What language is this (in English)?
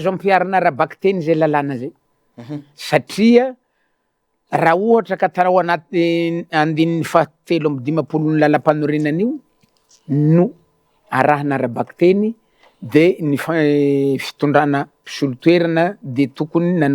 Malagasy